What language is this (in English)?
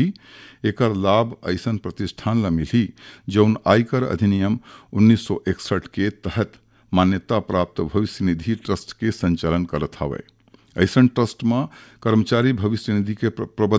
Chhattisgarhi